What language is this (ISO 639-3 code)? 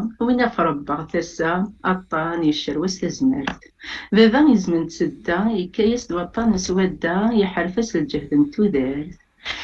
kab